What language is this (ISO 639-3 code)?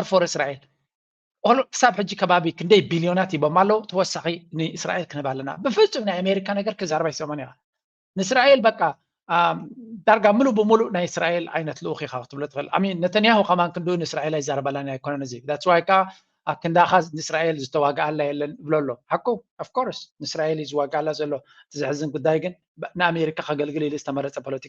tir